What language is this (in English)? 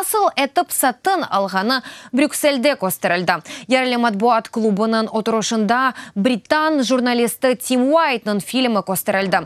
Crimean Tatar